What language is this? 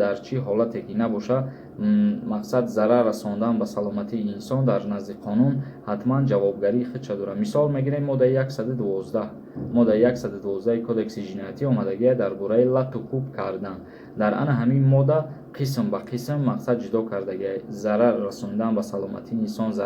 Tajik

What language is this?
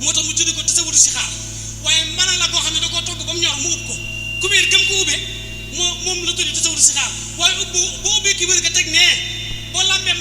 Wolof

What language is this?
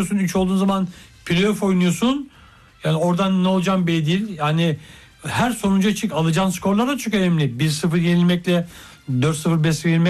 Turkish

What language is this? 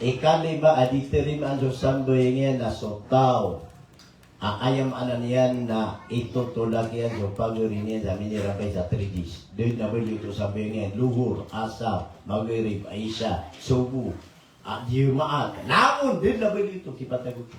Maranao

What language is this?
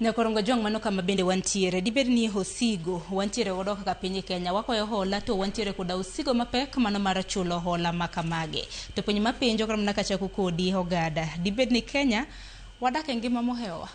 Luo (Kenya and Tanzania)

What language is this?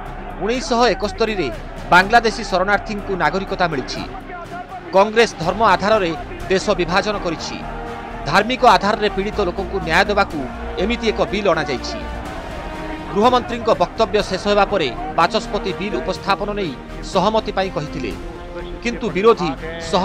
Odia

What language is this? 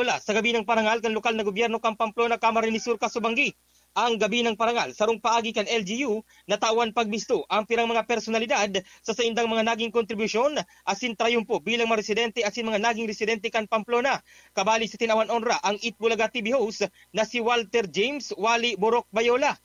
Bikol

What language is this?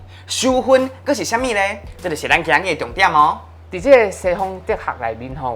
Min Nan Chinese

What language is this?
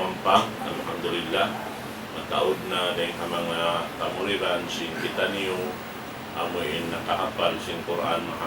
Tausug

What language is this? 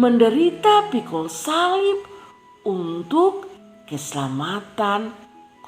Kupang Malay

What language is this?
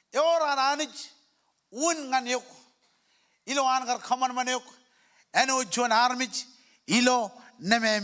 Marshallese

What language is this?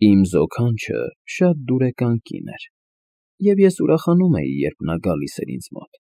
Armenian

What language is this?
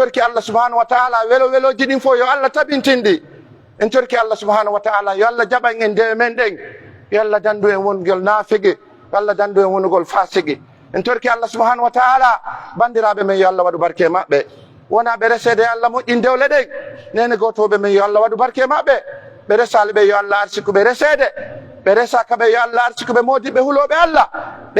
Pular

